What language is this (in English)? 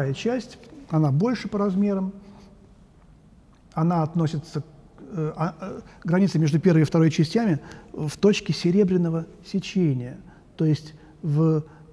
Russian